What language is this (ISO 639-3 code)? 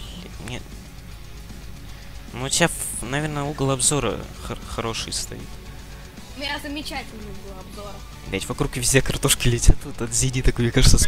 rus